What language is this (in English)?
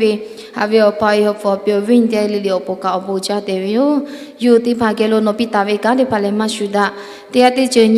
Lahu